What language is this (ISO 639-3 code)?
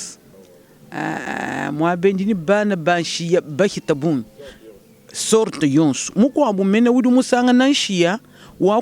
lua